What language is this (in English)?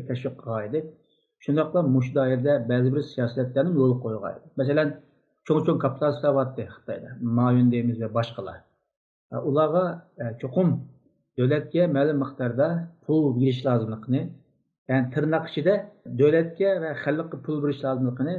Uyghur